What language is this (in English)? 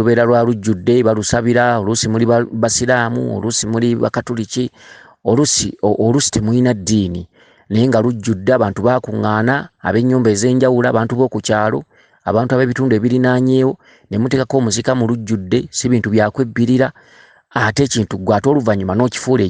Ganda